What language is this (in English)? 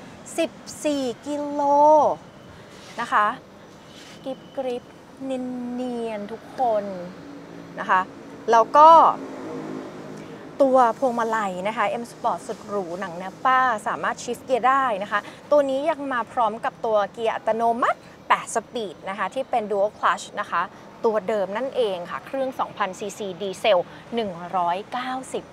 Thai